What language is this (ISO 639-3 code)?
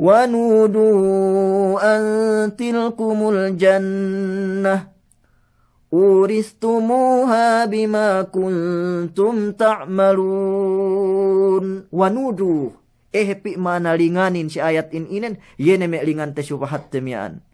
yka